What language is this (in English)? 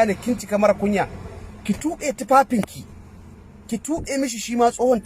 Hausa